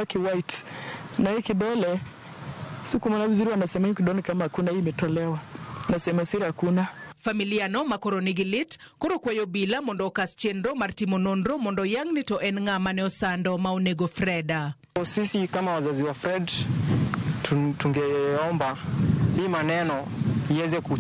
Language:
Luo (Kenya and Tanzania)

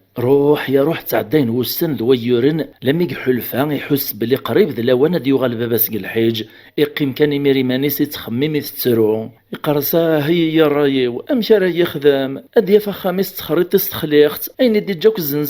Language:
Kabyle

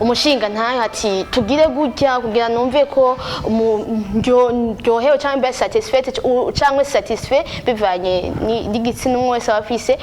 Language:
Rundi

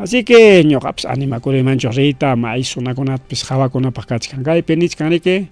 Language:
Ayacucho Quechua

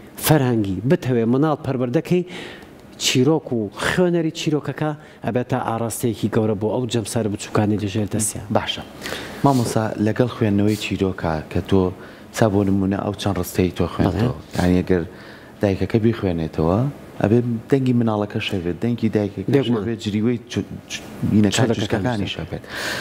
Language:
Central Kurdish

